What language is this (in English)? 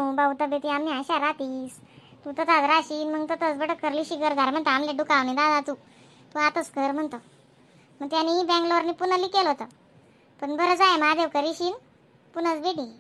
Khandesi